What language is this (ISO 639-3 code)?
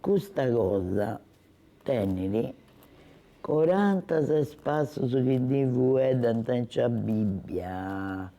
srd